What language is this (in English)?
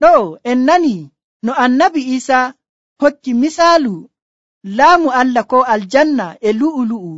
Nigerian Fulfulde